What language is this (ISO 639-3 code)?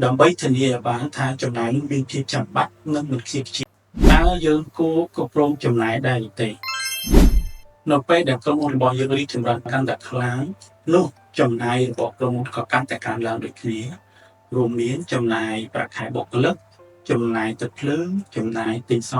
khm